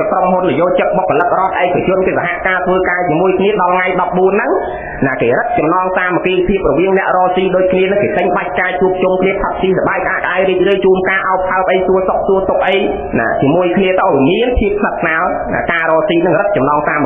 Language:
Khmer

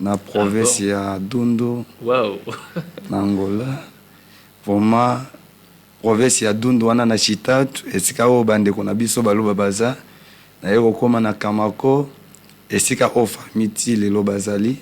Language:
Lingala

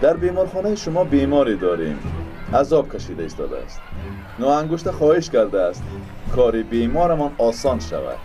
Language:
Tajik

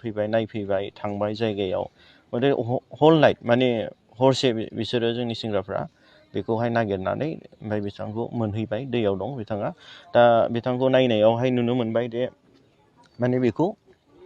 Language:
Bodo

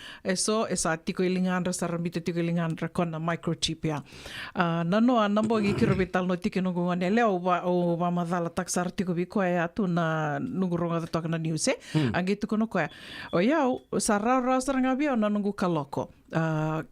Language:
Fijian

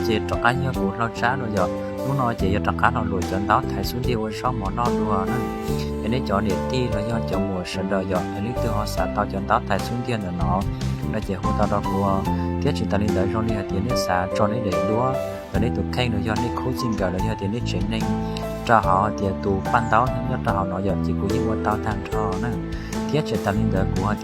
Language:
Hmong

